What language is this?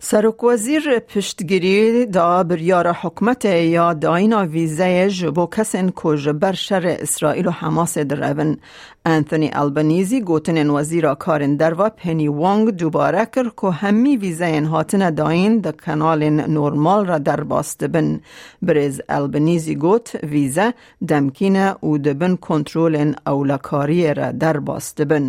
Kurdish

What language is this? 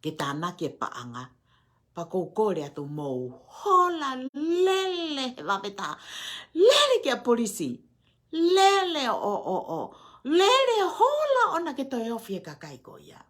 Tongan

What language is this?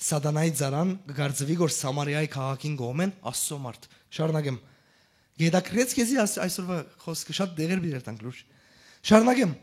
Western Armenian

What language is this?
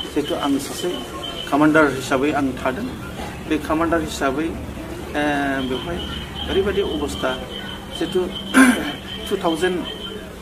Bodo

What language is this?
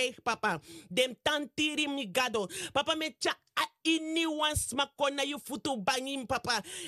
Sranan Tongo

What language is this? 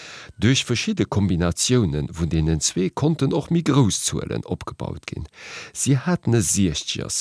Luxembourgish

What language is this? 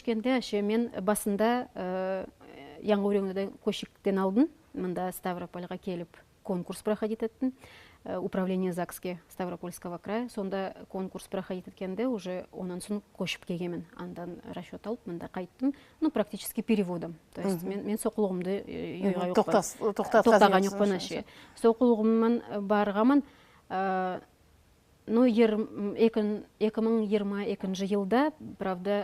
Nogai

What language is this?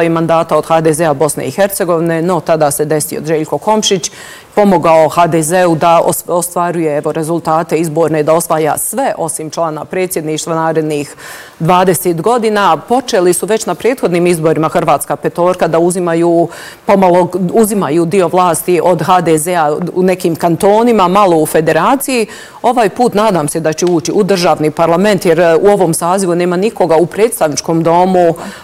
Bosnian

